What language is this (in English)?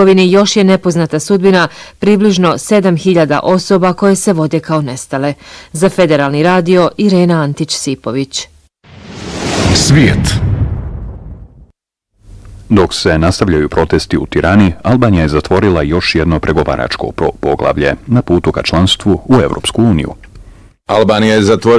Bosnian